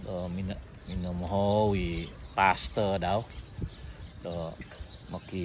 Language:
Central Dusun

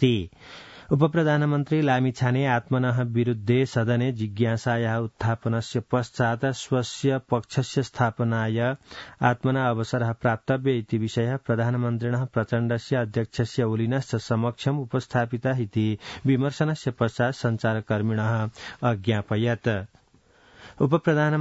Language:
Sanskrit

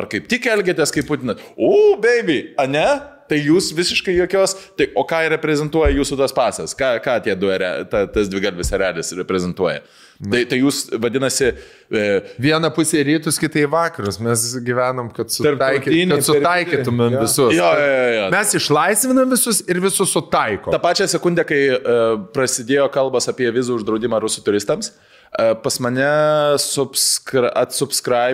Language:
Lithuanian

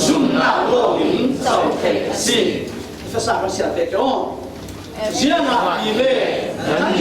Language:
Falam Chin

